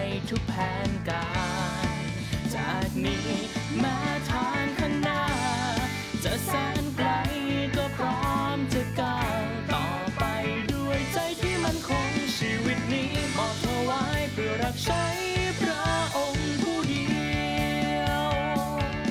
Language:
Thai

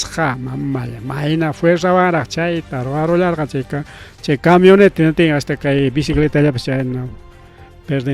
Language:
Ayacucho Quechua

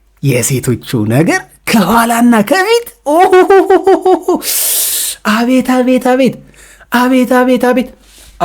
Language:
Amharic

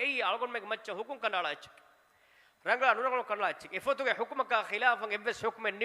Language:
Divehi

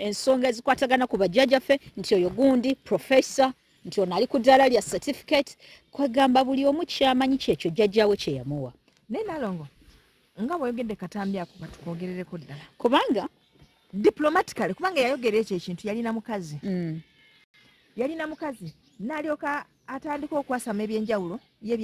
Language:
Ganda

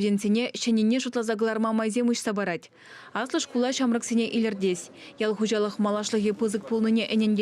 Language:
Chuvash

